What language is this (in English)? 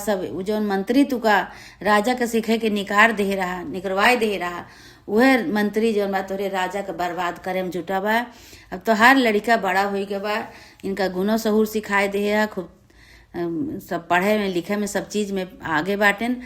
Awadhi